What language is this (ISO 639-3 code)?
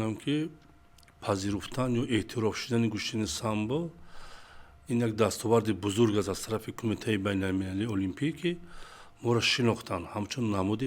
tgk